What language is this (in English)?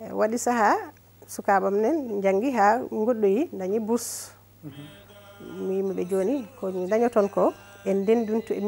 Fula